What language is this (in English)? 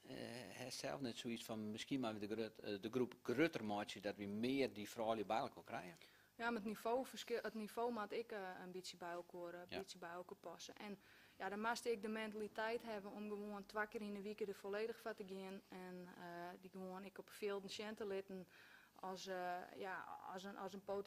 Dutch